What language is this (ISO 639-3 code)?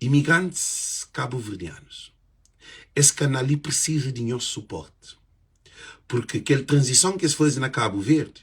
kea